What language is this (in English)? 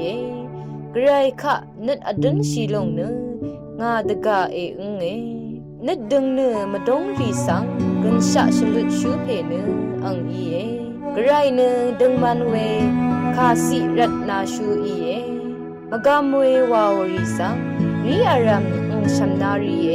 Rawang